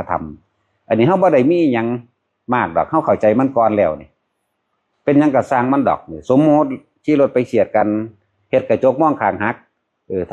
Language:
Northeastern Thai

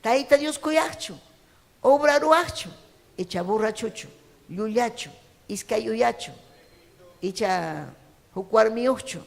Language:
Ayacucho Quechua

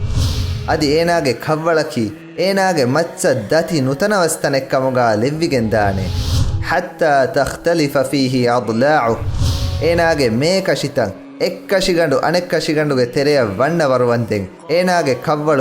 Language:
Divehi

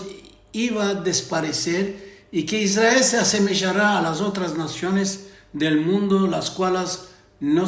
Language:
Ladino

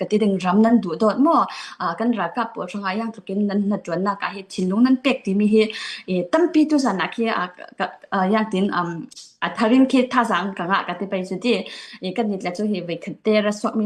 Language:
Falam Chin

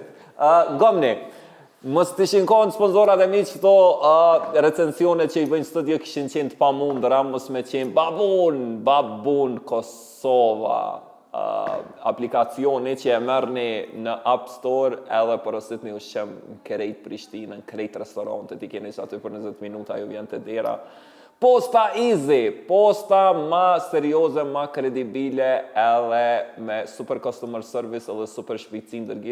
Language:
Albanian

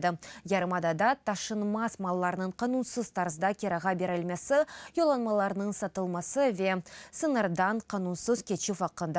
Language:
Crimean Tatar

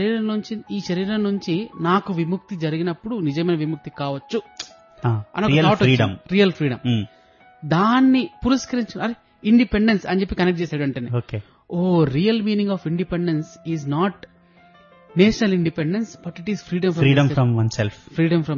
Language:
Telugu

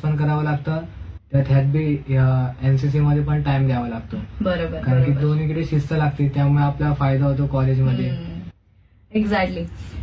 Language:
Marathi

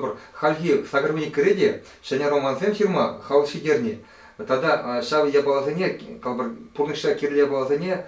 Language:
Chuvash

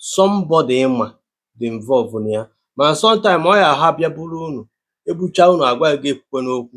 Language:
Igbo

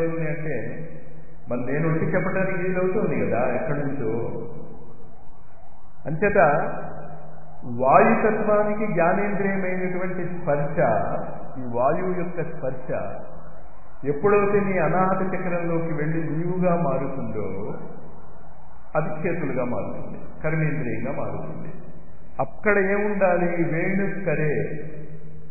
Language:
Telugu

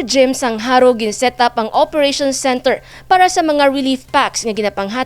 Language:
Hiligaynon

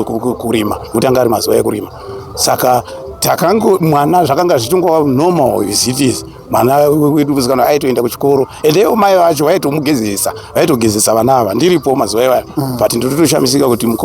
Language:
Shona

